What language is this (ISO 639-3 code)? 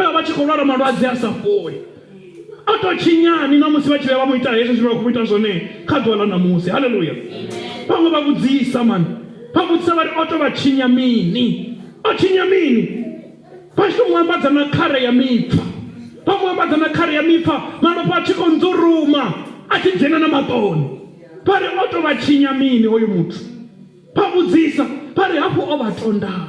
ven